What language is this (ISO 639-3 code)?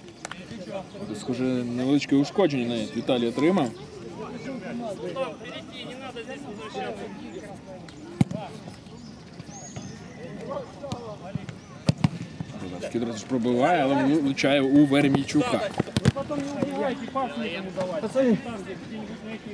ukr